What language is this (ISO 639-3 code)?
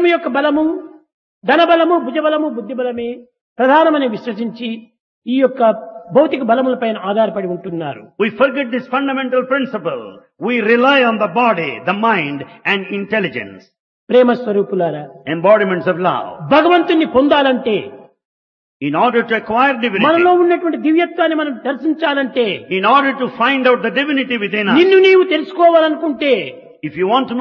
tel